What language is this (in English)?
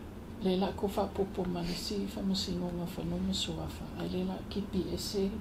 Samoan